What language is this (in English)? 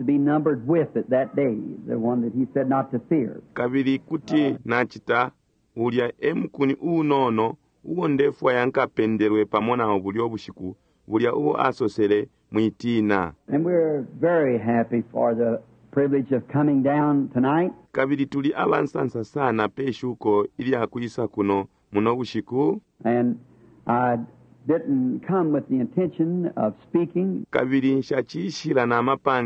Bemba